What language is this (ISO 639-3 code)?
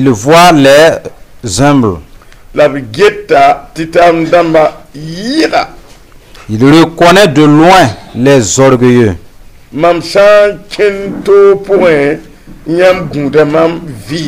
mos